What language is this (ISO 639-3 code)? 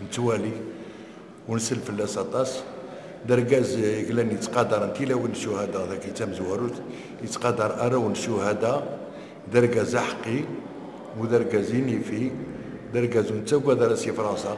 kab